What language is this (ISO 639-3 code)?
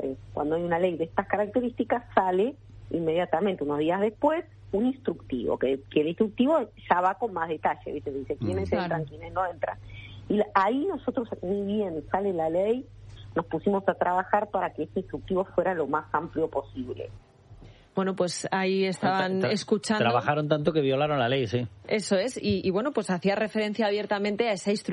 spa